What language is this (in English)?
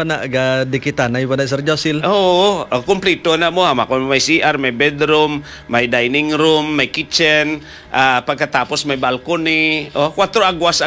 Hiligaynon